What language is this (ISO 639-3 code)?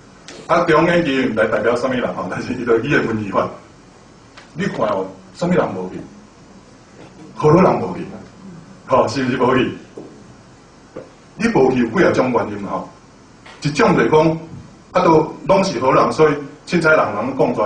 nan